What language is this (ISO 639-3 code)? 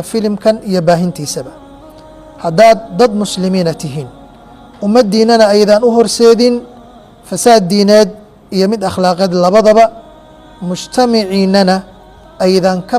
som